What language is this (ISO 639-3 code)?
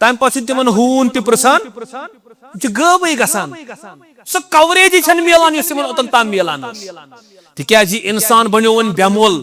kas